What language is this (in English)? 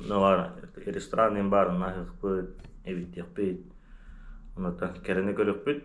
Yakut